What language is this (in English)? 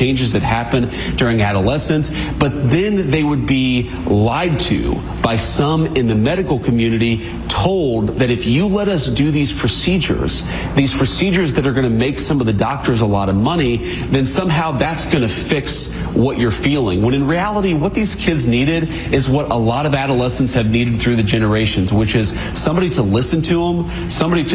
English